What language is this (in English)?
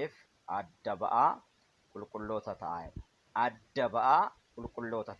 Oromo